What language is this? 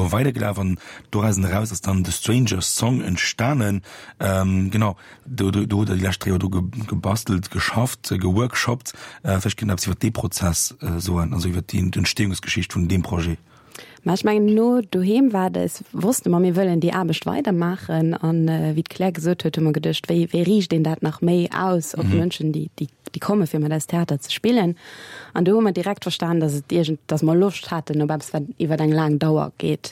Luxembourgish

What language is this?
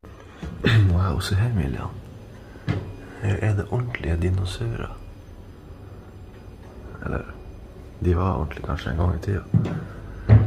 Norwegian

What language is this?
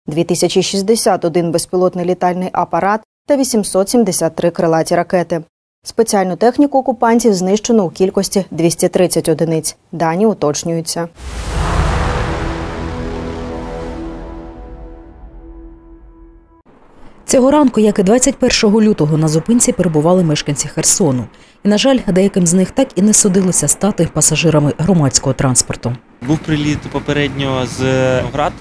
Ukrainian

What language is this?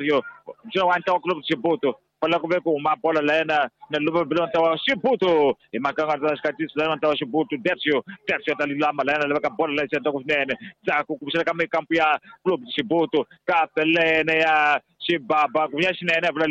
Tsonga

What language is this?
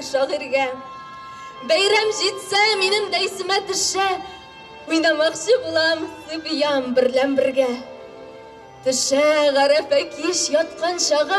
Tatar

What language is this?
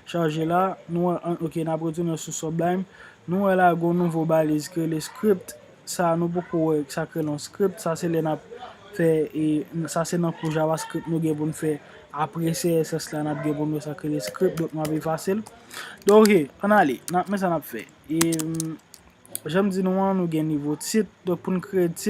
Haitian Creole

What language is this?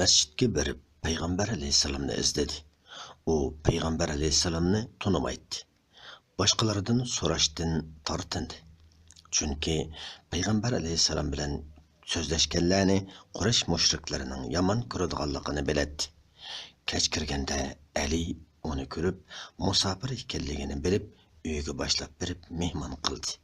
Uyghur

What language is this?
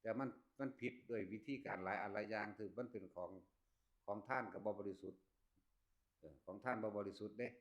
Northeastern Thai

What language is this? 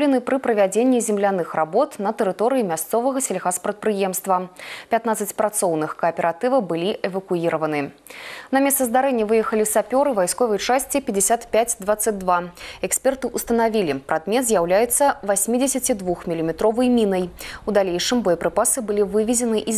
Belarusian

